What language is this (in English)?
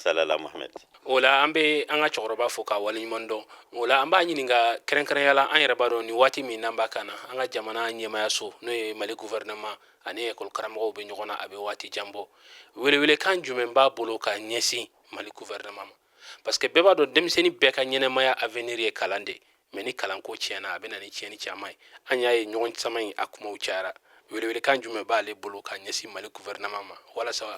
Bambara